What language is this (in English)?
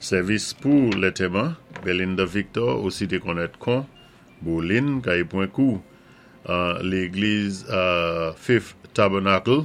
Saint Lucian Creole French